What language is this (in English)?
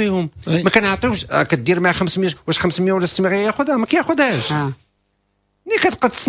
Moroccan Arabic